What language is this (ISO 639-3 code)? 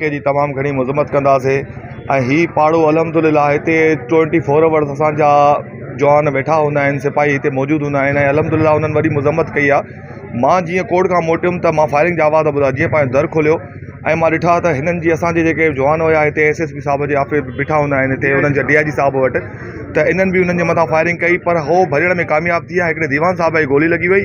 snd